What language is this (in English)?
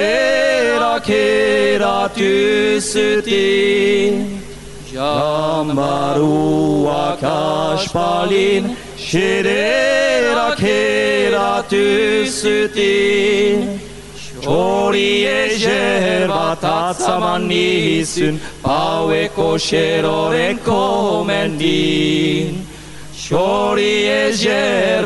Basque